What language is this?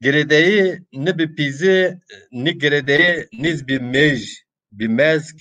Zaza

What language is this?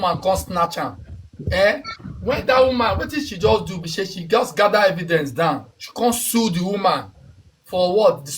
Nigerian Pidgin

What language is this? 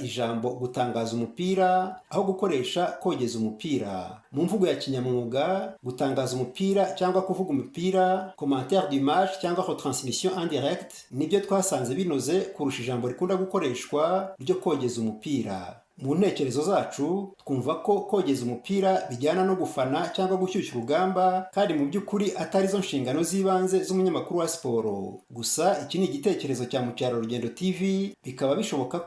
Kinyarwanda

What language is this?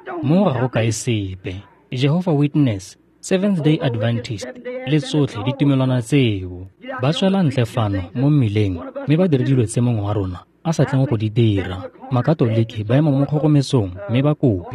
Tswana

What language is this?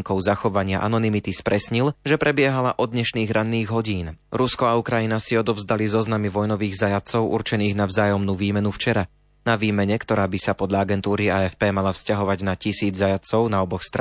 Slovak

